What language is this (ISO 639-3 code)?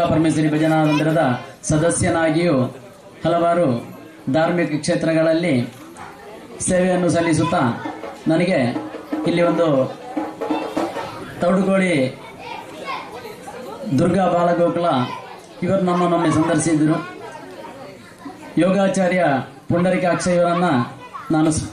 kan